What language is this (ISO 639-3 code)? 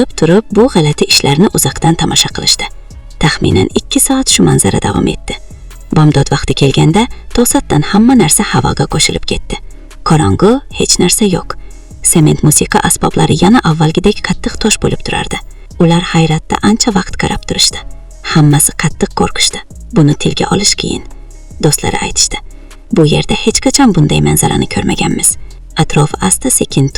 uzb